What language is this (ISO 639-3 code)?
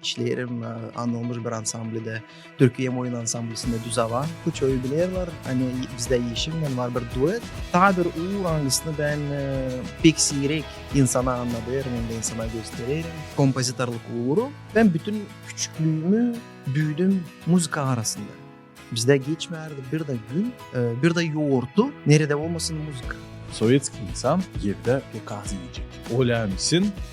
gag